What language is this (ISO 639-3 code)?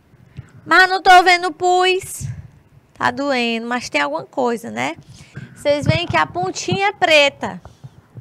por